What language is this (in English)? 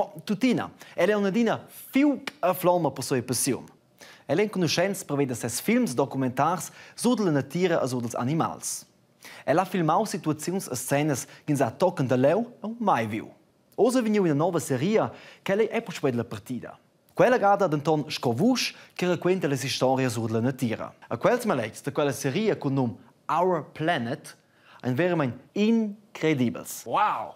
Romansh